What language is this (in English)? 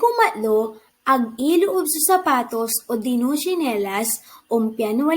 Pangasinan